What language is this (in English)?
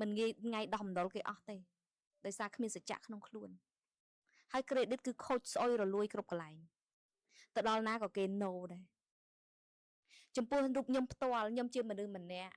Khmer